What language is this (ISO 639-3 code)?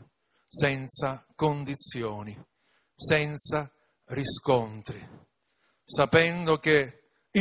ita